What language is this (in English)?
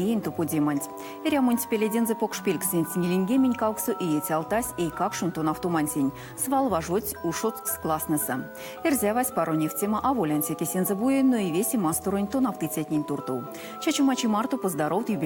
Erzya